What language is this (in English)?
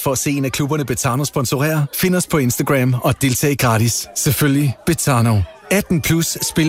Danish